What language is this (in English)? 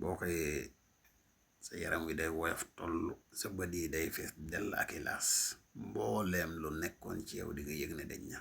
Wolof